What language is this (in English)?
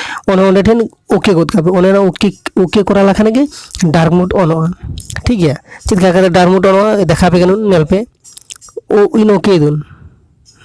Santali